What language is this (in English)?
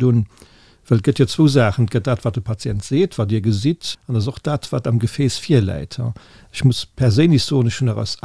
Luxembourgish